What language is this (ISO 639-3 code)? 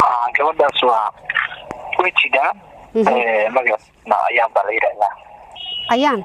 som